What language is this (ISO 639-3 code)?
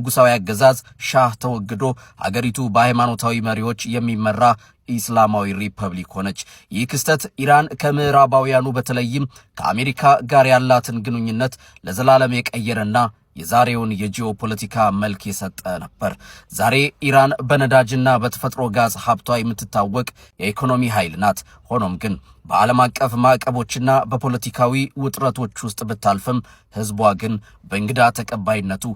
amh